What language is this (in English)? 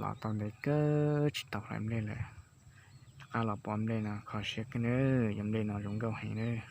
Hmong